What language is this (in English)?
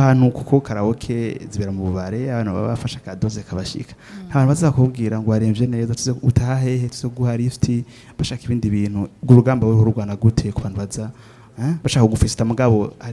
Rundi